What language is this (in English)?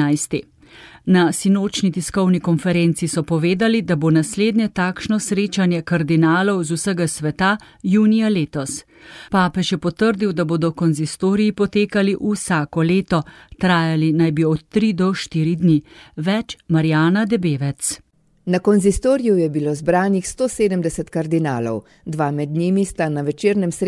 Slovenian